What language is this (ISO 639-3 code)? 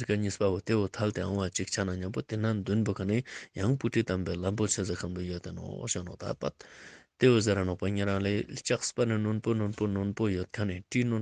lbj